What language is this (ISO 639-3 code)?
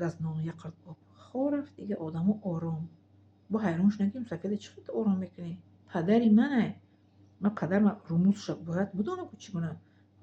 tgk